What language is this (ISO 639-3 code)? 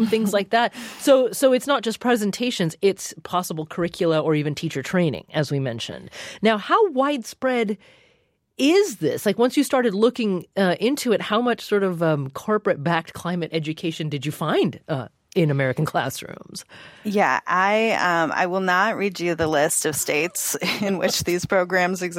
eng